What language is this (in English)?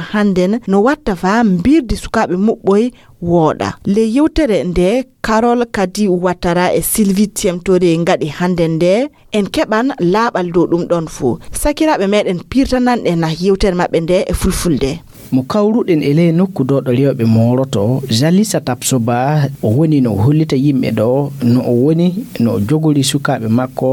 Fula